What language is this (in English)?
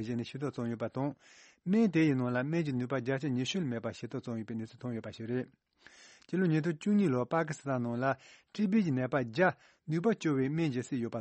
Tibetan